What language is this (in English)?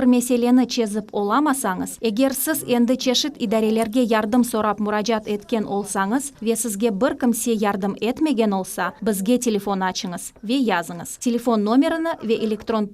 Crimean Tatar